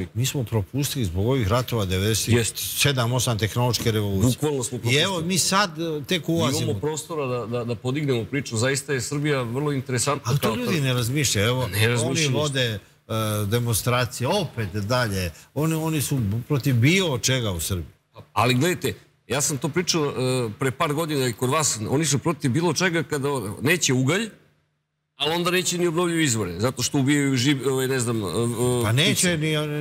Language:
Serbian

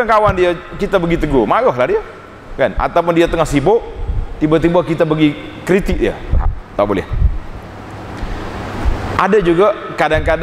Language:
Malay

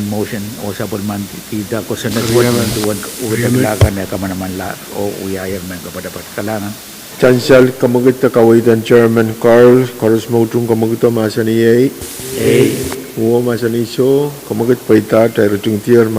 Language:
Pohnpeian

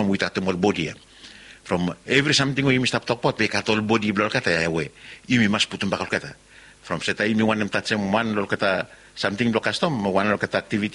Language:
Bislama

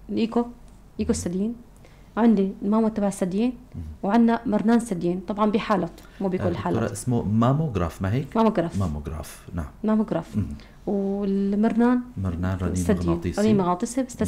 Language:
North Levantine Arabic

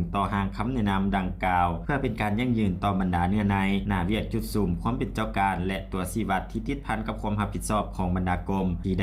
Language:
Lao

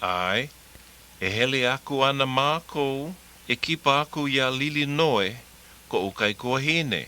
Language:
Hawaiian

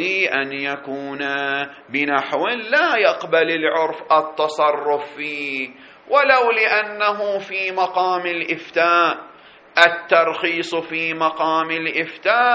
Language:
Arabic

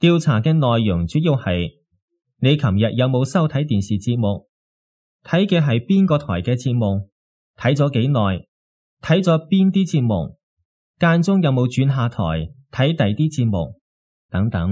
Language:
Cantonese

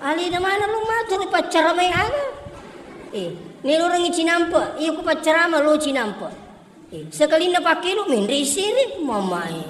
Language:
Buginese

